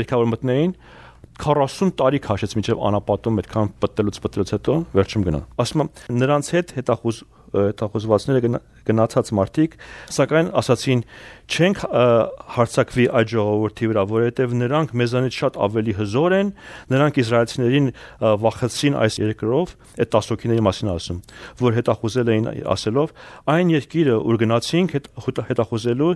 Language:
Armenian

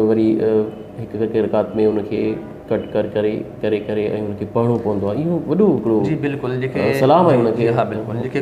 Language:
Sindhi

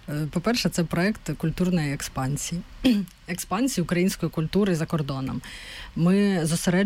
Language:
Ukrainian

